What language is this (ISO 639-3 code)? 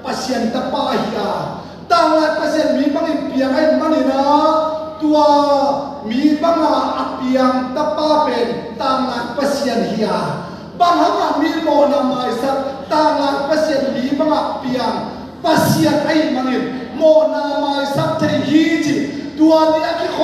ctd